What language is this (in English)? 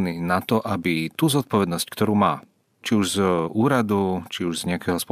Slovak